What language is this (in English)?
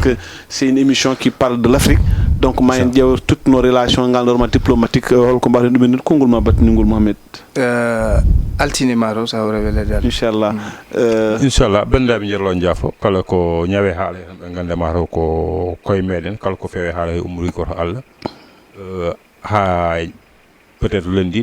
Fula